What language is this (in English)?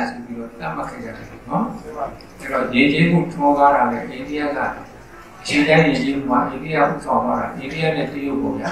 Burmese